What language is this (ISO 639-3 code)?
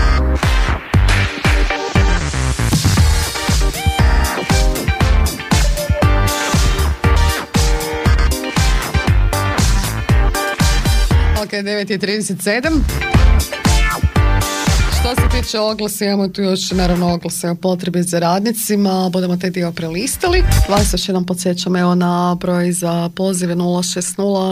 hrv